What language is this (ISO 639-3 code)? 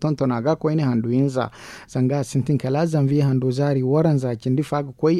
dje